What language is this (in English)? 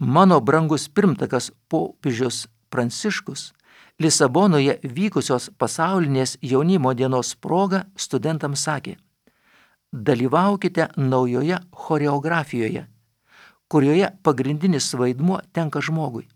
Lithuanian